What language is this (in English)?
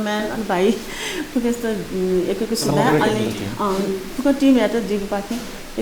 Newari